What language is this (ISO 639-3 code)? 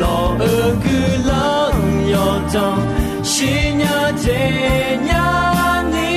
ahk